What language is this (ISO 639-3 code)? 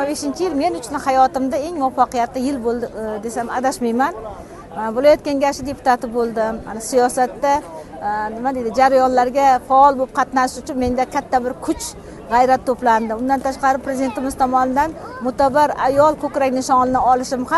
uzb